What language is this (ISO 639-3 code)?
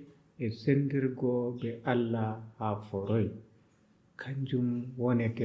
fub